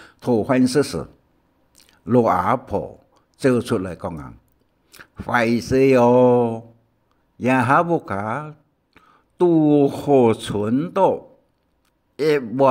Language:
Hakka Chinese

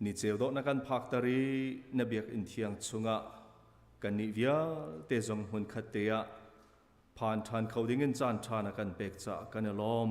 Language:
Hakha Chin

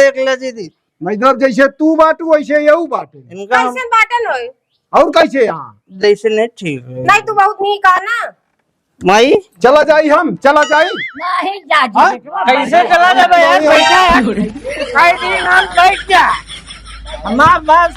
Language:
Awadhi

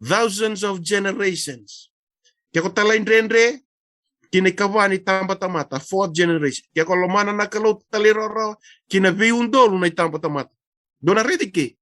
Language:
Fijian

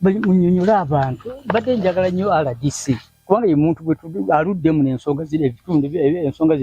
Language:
Ganda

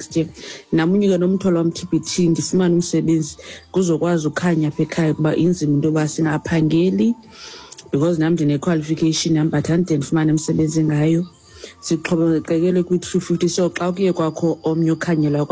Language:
Xhosa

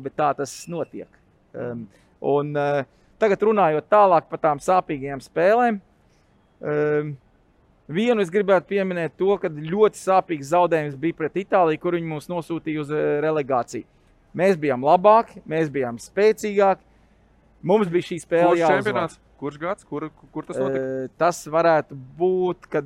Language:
Latvian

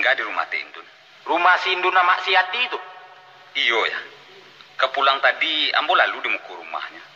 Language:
Minangkabau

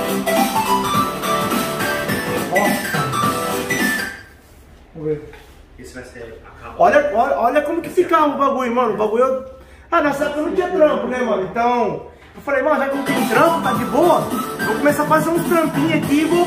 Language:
Portuguese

